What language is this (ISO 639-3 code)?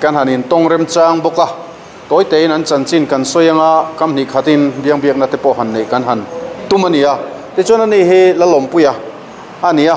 lus